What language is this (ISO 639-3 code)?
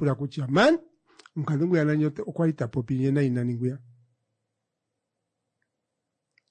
swa